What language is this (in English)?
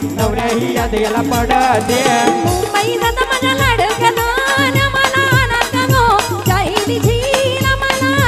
Marathi